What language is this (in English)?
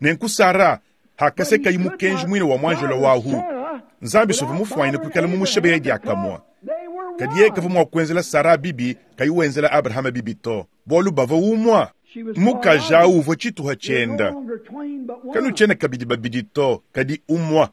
Luba-Lulua